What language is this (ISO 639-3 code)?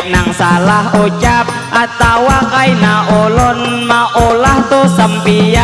bjn